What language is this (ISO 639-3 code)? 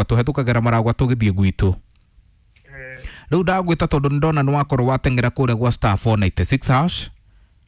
kik